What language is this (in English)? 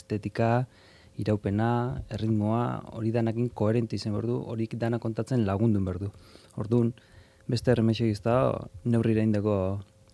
Basque